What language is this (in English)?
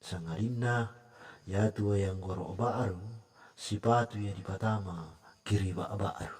Toraja-Sa'dan